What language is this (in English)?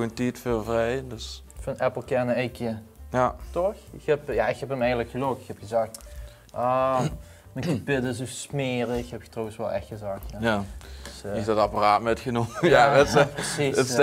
Limburgish